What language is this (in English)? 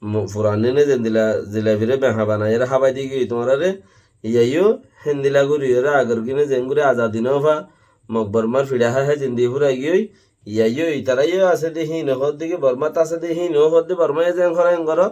Rohingya